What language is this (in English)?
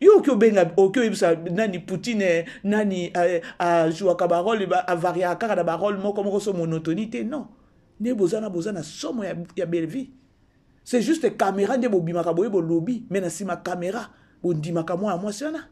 Lingala